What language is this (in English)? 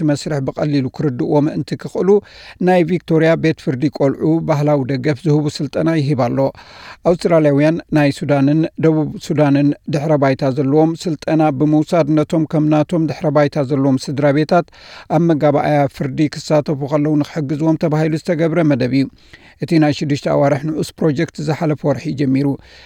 Tigrinya